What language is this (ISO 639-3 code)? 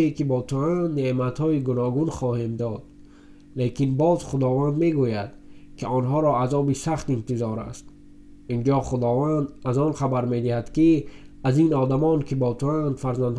tgk